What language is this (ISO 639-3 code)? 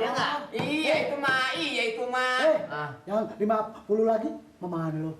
bew